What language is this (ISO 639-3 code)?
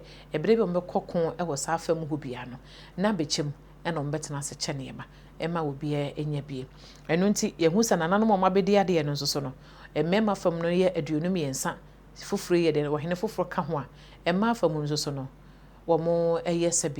aka